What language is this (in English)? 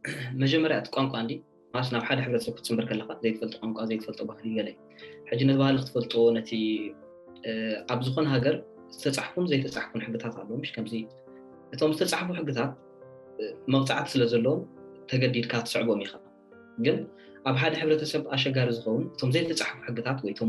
Tigrinya